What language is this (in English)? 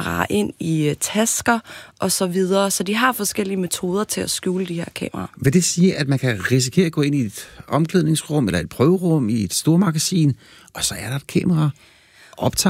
Danish